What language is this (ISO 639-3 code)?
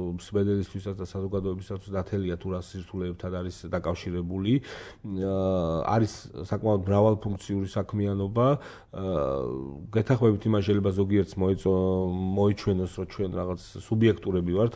kat